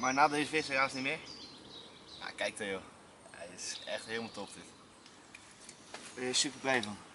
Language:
Dutch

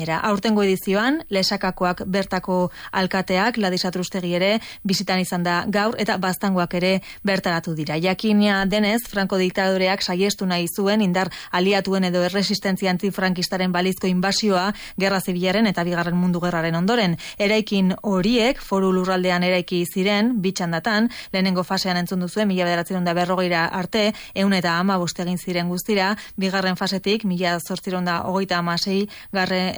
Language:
Basque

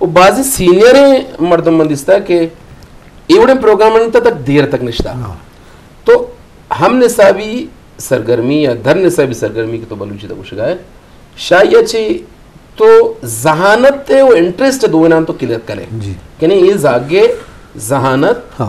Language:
Eastern Balochi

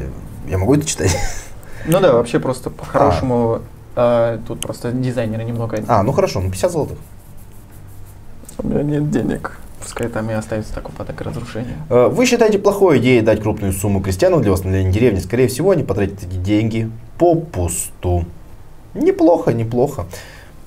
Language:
Russian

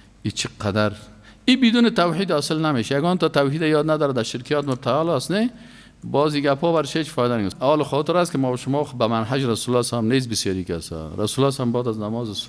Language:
Persian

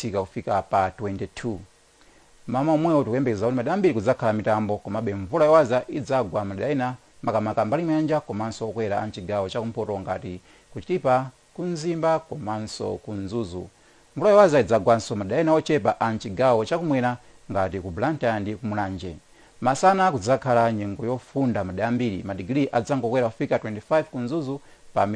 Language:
Nyanja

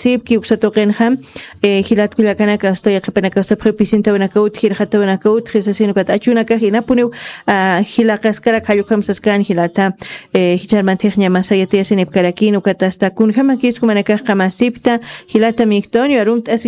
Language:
Aymara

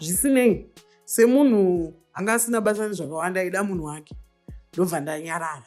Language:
Shona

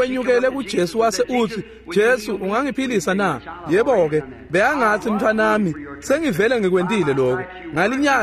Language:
Swati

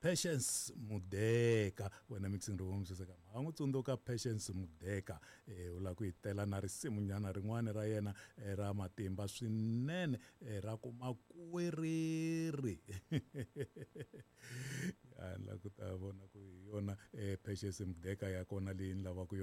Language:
Tsonga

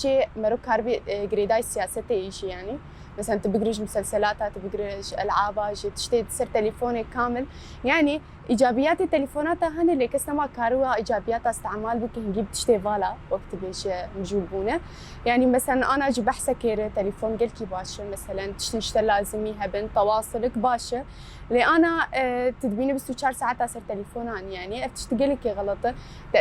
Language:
Kurdish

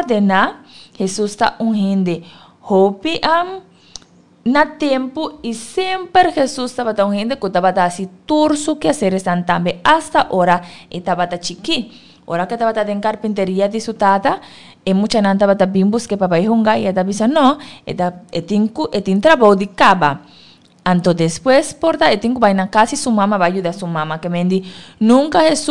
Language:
Papiamento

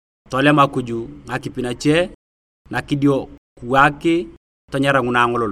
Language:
Turkana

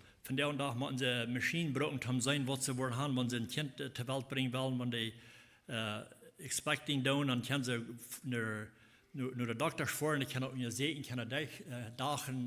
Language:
Plautdietsch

